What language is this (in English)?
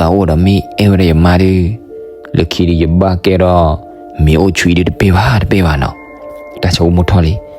S'gaw Karen